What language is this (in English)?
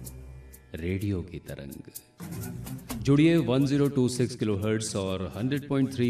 Hindi